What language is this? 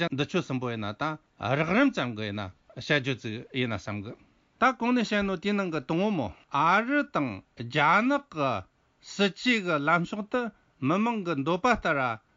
Tibetan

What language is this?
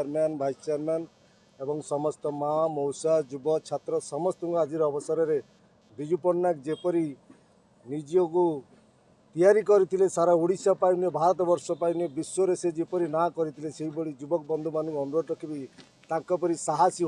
Odia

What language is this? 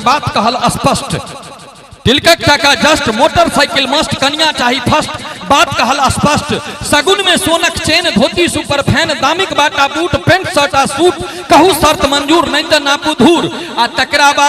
Maithili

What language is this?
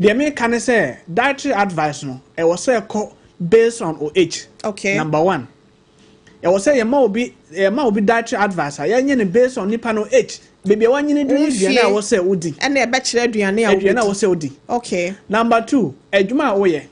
Akan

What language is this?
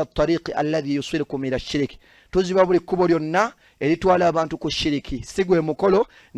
Ganda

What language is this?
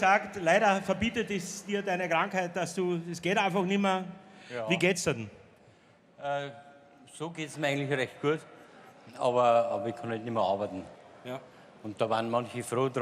Bavarian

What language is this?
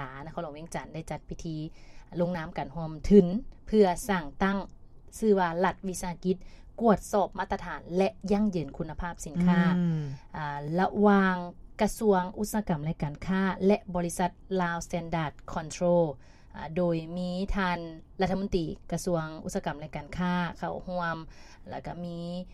Lao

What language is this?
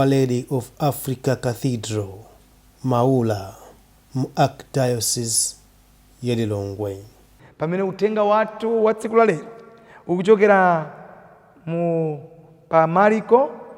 Nyanja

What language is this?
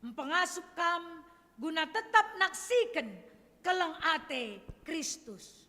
Batak Karo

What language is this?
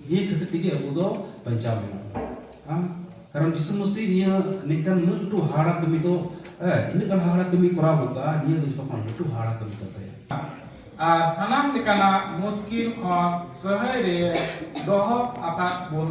Santali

